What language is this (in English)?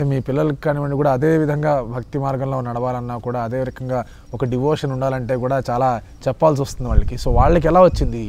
Telugu